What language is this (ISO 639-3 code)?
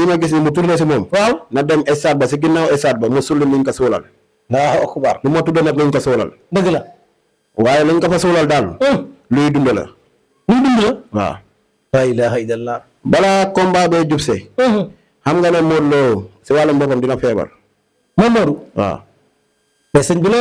wol